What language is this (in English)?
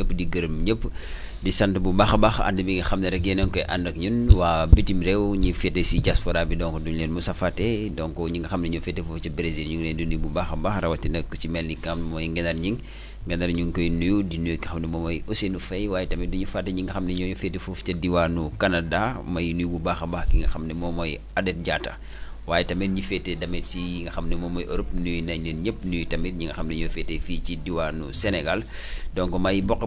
Wolof